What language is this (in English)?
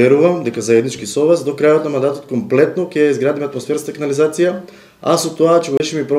Macedonian